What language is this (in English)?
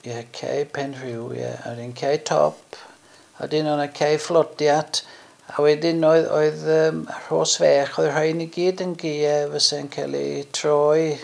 Welsh